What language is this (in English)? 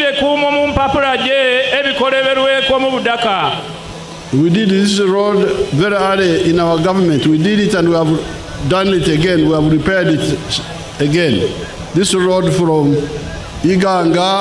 Nyankole